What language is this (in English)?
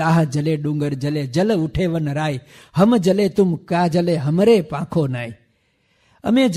Gujarati